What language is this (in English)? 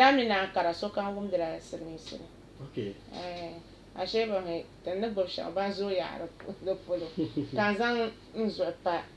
Dagbani